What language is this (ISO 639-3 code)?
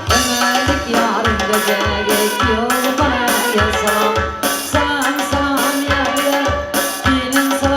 tuk